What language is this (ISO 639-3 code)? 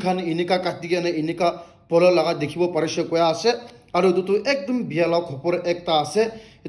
nag